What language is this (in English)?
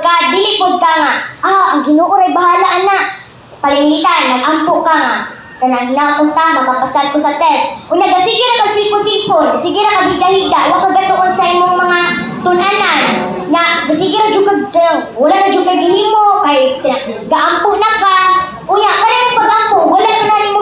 Cebuano